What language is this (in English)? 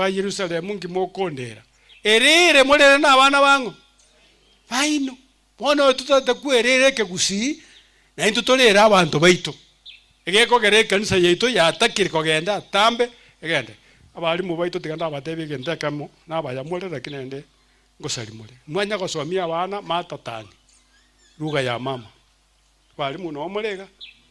Gusii